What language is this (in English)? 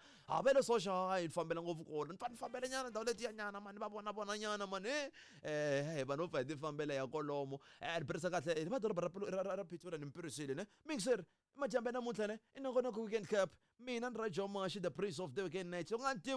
Tsonga